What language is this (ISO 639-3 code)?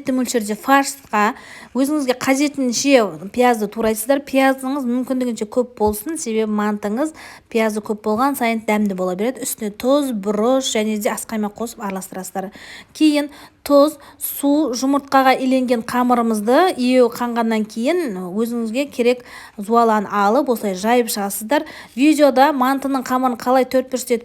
kaz